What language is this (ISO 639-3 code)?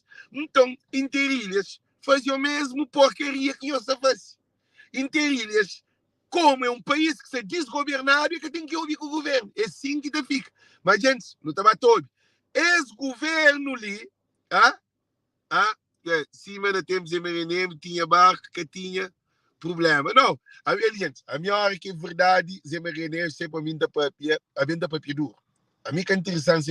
kea